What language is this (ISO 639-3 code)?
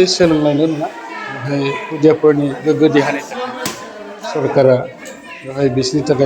brx